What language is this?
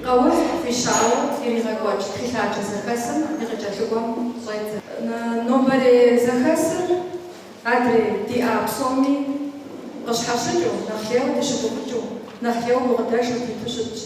Kabardian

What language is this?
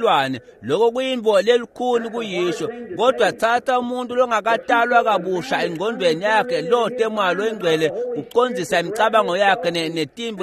Swati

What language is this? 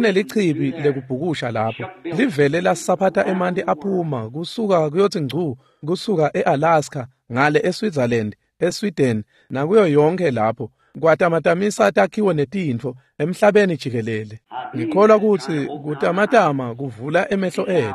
Swati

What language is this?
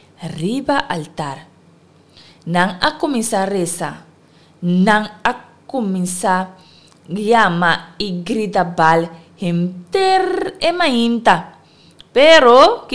Papiamento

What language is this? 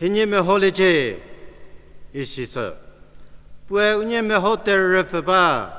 Angami Naga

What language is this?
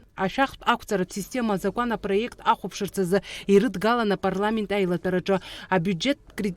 Abkhazian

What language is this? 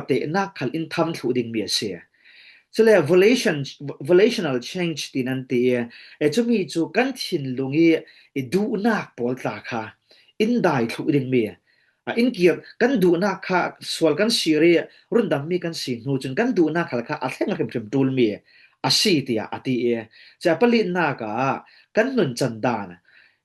Falam Chin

